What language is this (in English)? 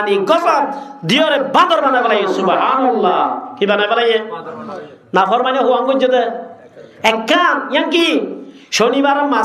Rohingya